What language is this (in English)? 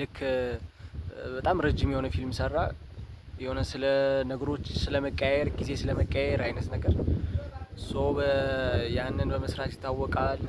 Amharic